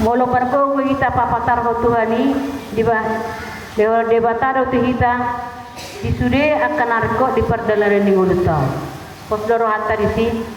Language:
Batak Toba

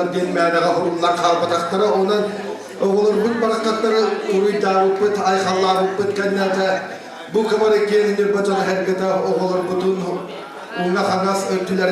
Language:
Yakut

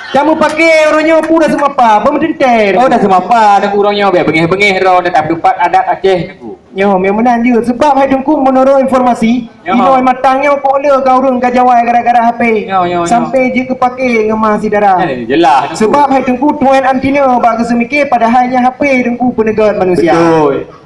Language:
Achinese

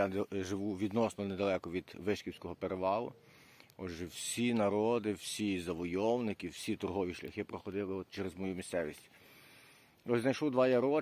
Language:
Ukrainian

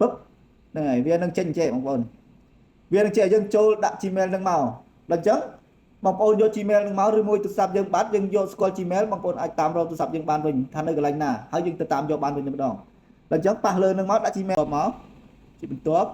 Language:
Khmer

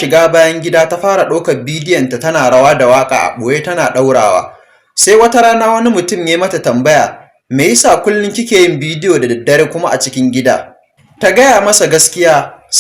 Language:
Hausa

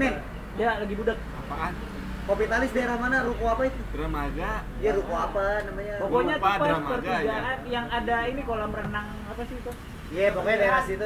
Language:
Indonesian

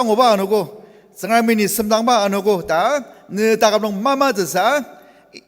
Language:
Ao Naga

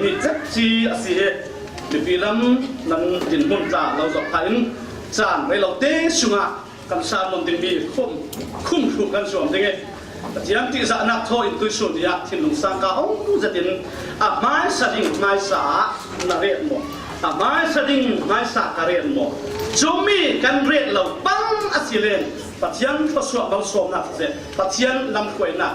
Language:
Falam Chin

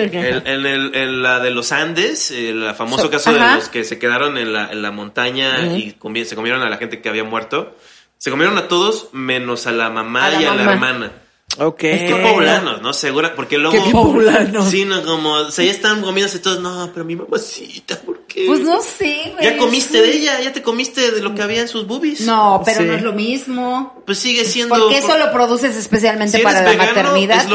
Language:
Spanish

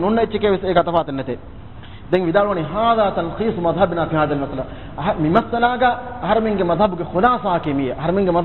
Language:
Divehi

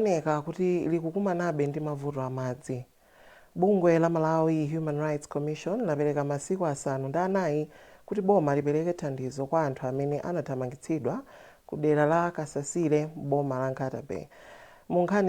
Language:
Nyanja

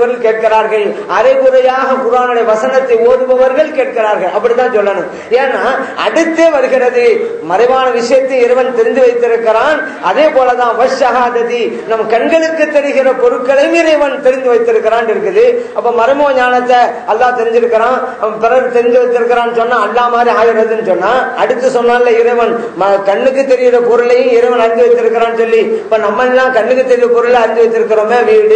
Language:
Tamil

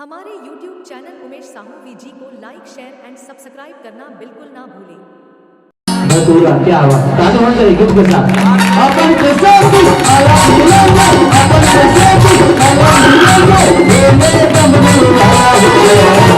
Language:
Chhattisgarhi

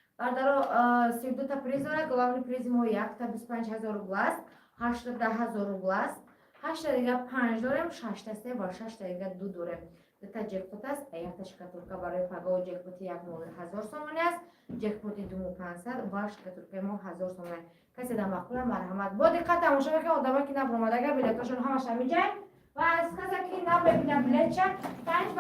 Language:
Tajik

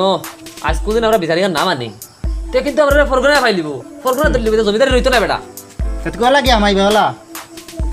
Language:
Sylheti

